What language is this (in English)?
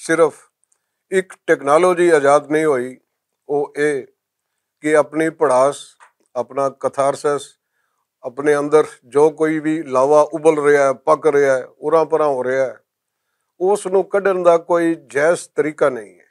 Western Panjabi